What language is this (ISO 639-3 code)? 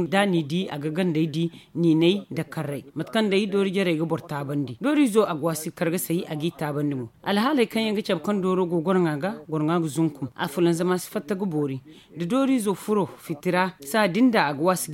dje